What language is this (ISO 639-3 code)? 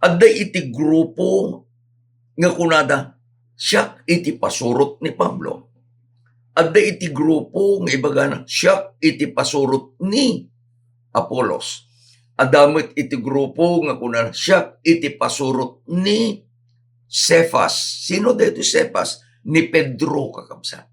ilo